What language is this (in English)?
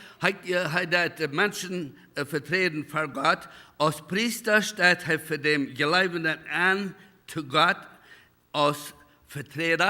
Plautdietsch